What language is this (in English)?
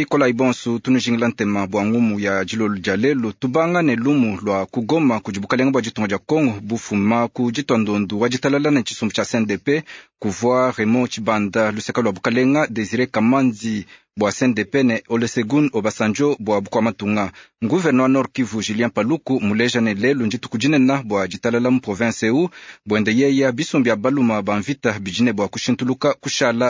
Luba-Lulua